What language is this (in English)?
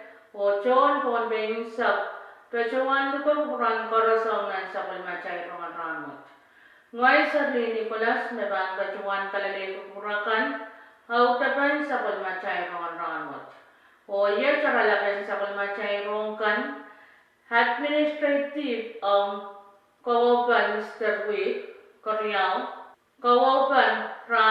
Pohnpeian